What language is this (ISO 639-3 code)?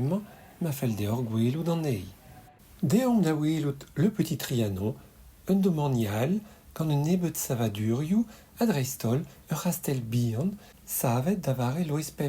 bre